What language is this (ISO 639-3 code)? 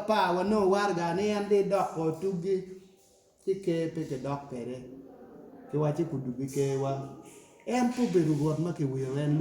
ach